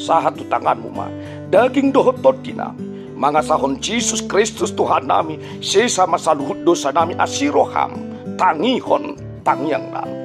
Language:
Batak Toba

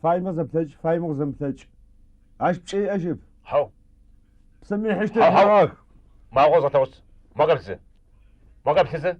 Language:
Adyghe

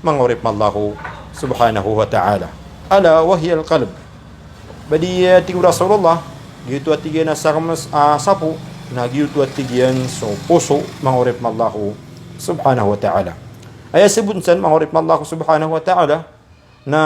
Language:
Maranao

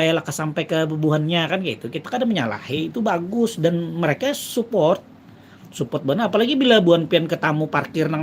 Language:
Banjar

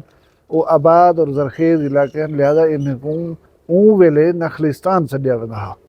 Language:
Saraiki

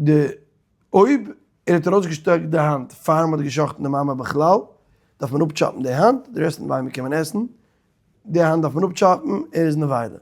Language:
Yiddish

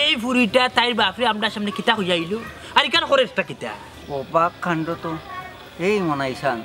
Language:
Sylheti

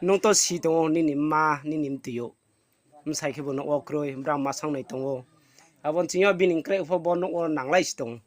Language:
Riang (India)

